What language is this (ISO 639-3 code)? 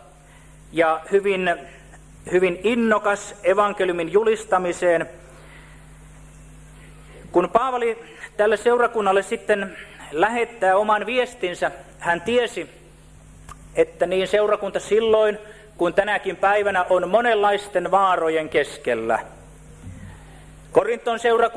fin